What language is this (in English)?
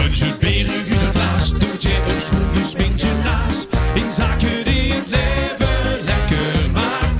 Limburgish